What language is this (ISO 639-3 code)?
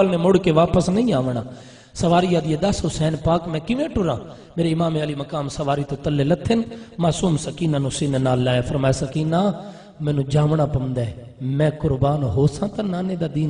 skr